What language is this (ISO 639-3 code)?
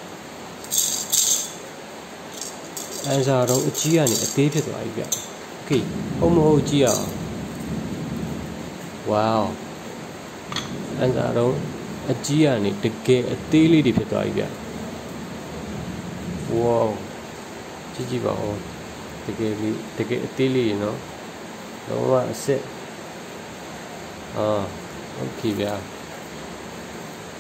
mya